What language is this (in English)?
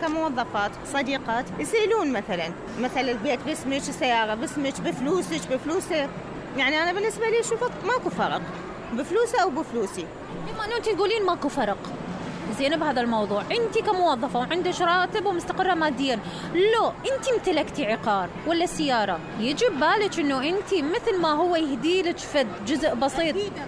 Mesopotamian Arabic